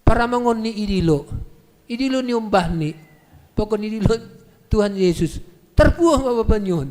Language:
Batak Simalungun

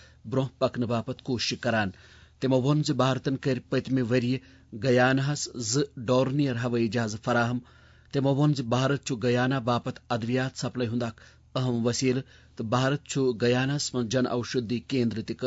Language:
Kashmiri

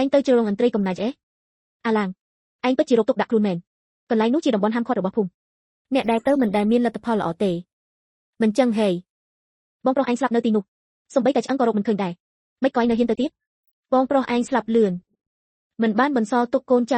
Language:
Khmer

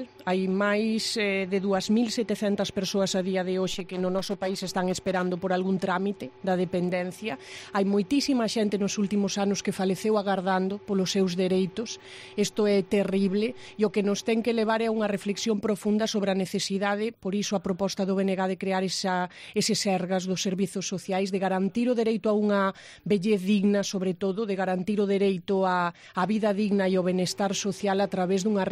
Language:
Galician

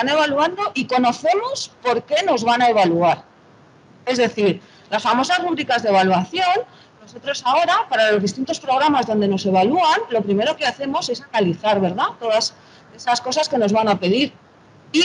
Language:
Spanish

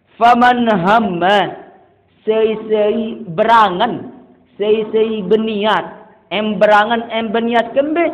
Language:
Sasak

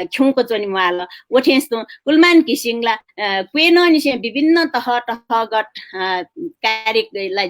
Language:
Newari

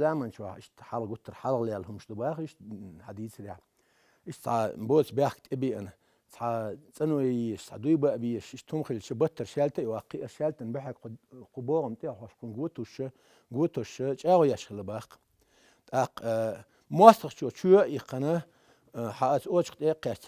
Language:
Chechen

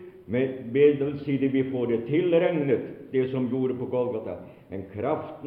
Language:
Norwegian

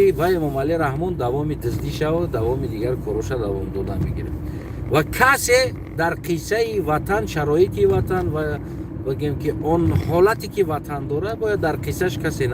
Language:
Tajik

